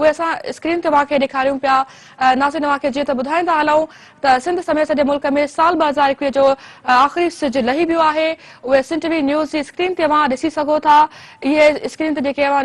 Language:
Sindhi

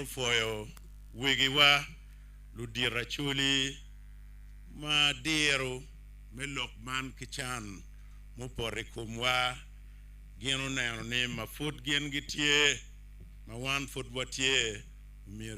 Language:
Acoli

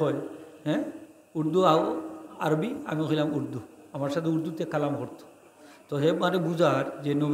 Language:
Sylheti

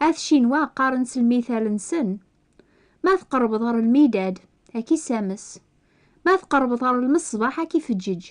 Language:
Kabyle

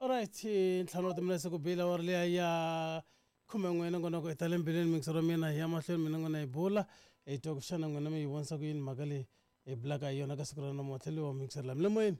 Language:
Tsonga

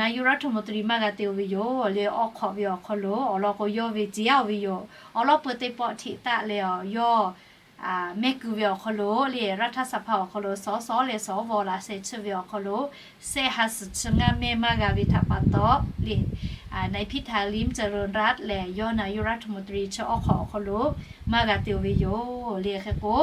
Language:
Lahu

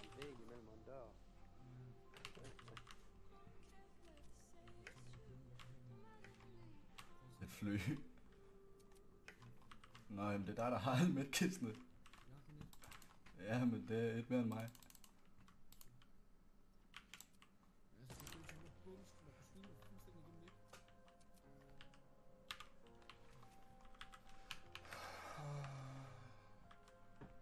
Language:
Danish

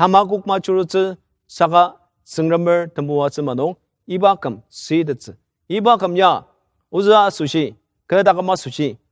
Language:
Ao Naga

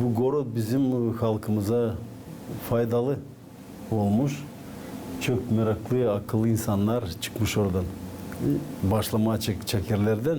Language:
Gagauz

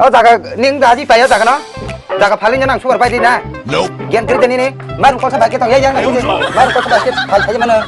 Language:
Kok Borok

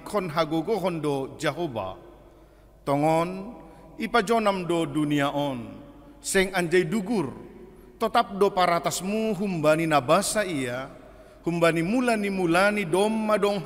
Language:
Batak Simalungun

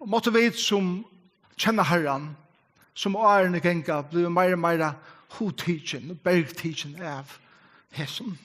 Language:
Faroese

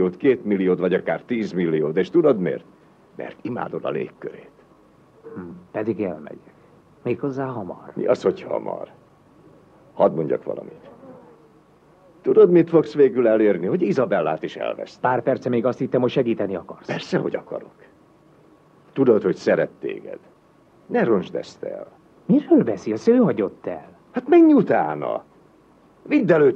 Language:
Hungarian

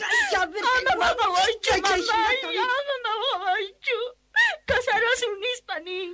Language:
South Bolivian Quechua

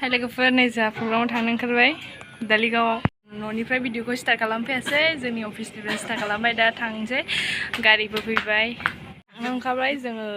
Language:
Bodo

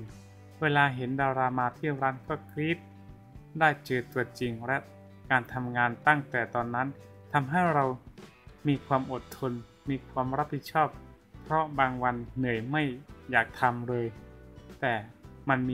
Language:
Thai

